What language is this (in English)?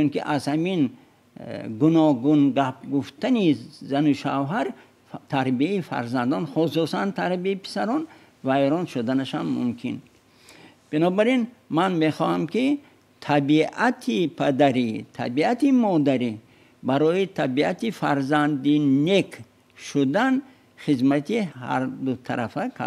Tajik